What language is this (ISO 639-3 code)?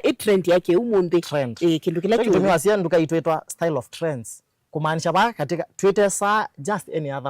kam